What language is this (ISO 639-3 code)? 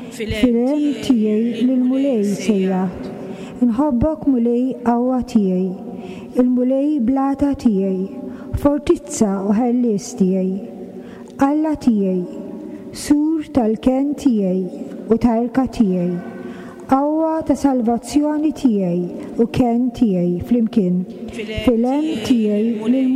mlt